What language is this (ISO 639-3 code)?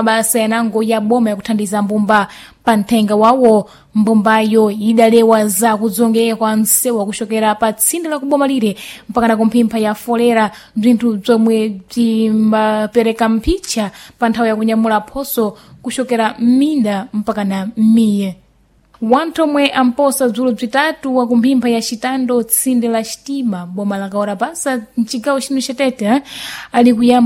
seh